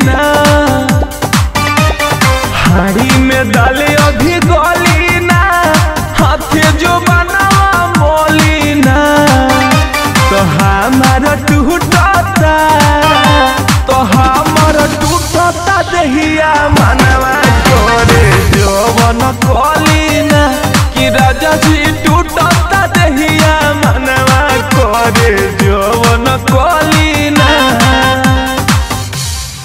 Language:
Bhojpuri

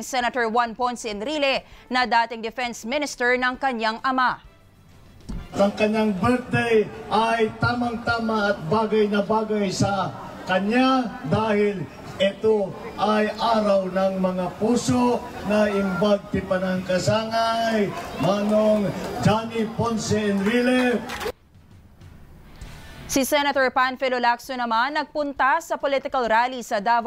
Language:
Filipino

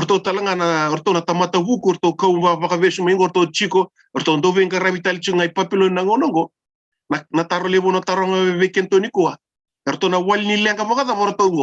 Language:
Fijian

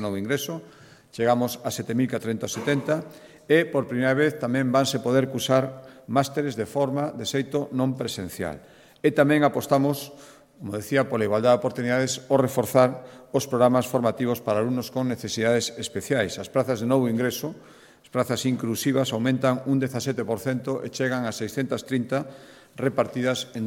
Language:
Galician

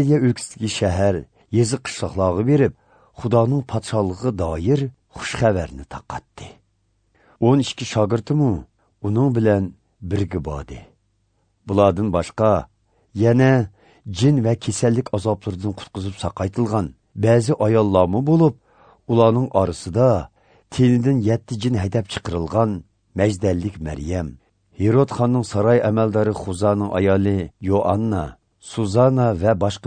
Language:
Uyghur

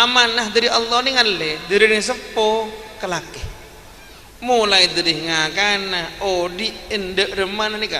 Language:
Madurese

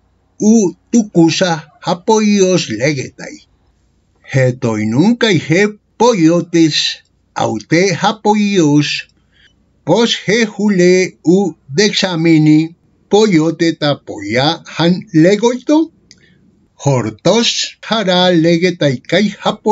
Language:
Ancient Greek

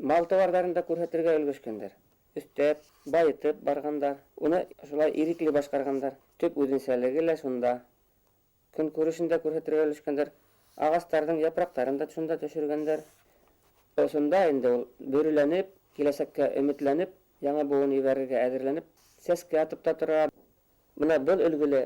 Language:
Bashkir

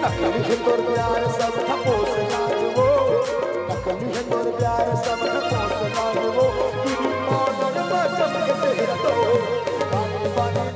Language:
Chhattisgarhi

